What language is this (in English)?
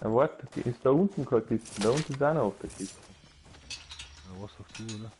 Bavarian